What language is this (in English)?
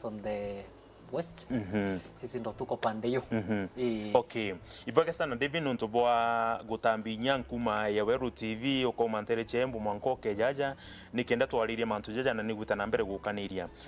Meru